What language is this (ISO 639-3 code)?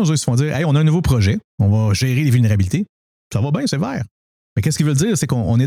fra